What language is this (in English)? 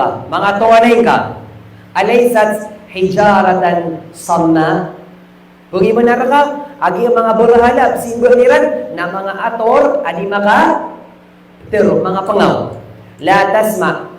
Maranao